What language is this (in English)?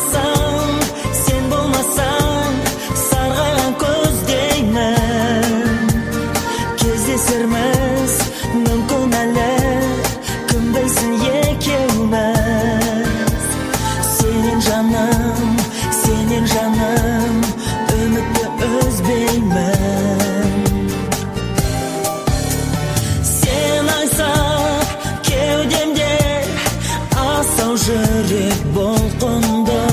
Kazakh